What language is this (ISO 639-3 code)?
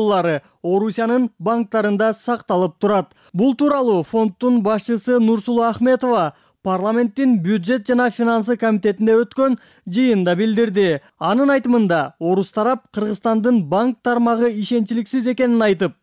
kir